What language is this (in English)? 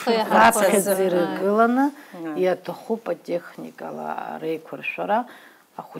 Abkhazian